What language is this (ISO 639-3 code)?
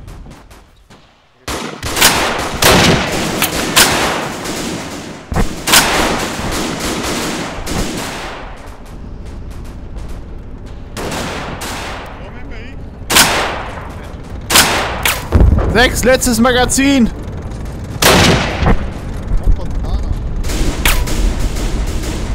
deu